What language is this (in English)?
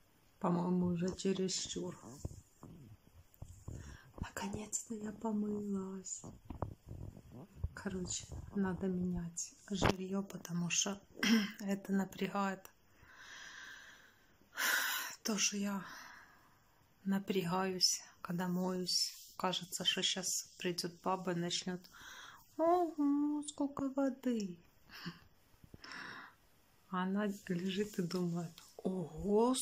Russian